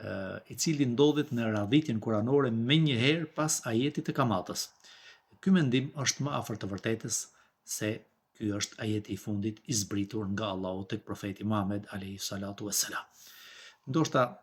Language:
Albanian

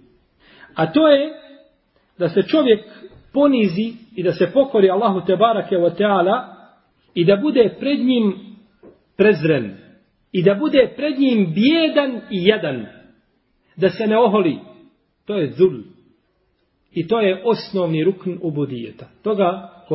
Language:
Bosnian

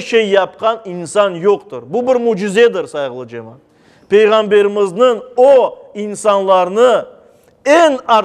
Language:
Crimean Tatar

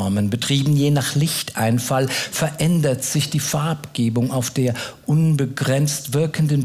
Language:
Swiss German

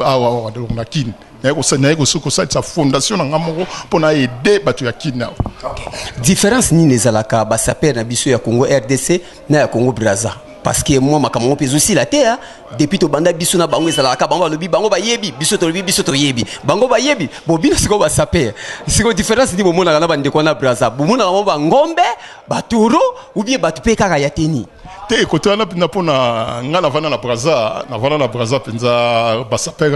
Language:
Lingala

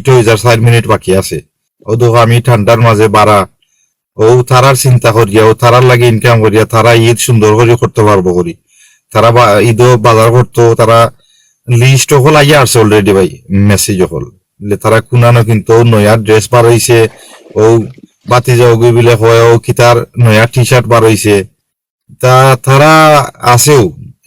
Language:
Sylheti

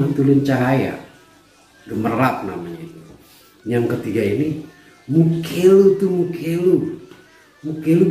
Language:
Betawi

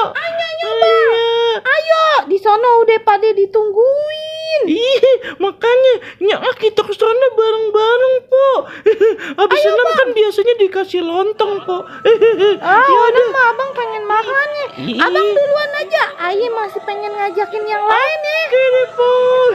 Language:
Betawi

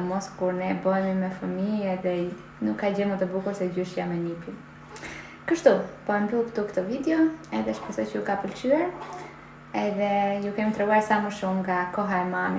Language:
Albanian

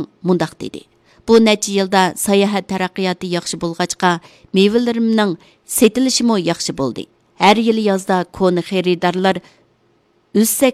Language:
Uyghur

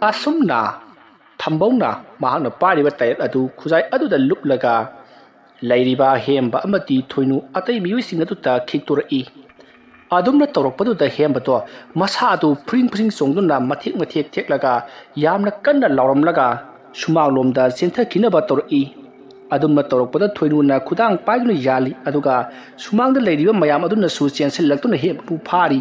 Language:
Manipuri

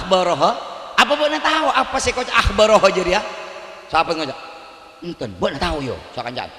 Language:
Madurese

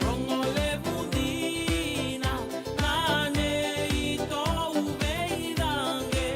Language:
Fijian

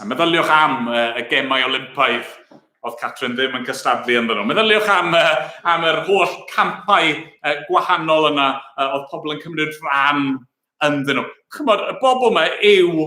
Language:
Welsh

